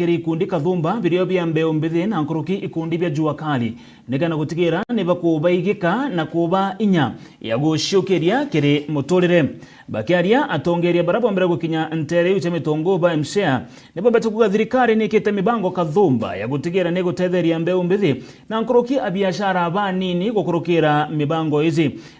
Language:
Meru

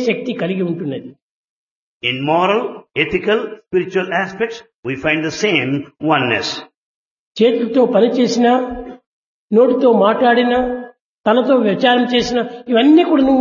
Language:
Telugu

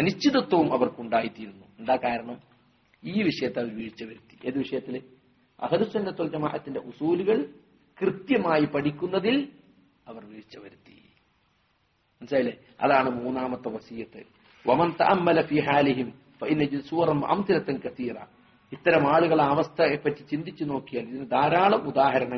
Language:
Malayalam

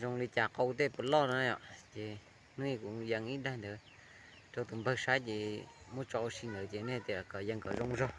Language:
Hmong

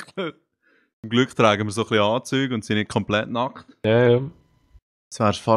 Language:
Swiss German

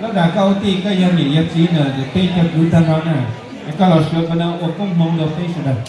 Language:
Hmong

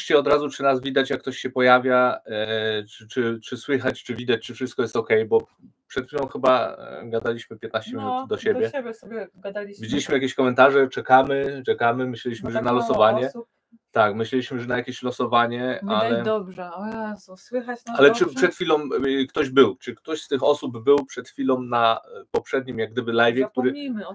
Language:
Polish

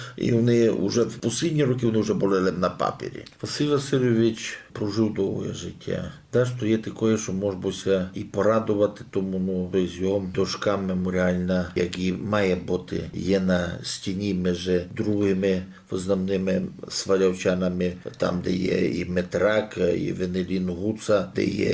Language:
Rusyn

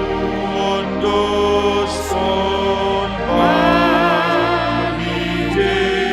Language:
Batak Simalungun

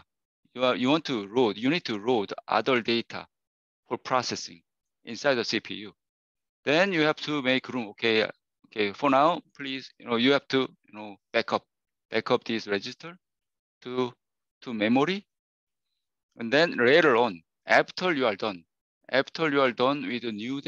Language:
English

